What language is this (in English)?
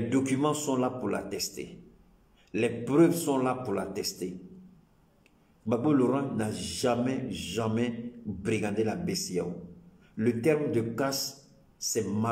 French